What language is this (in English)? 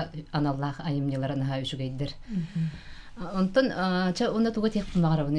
Yakut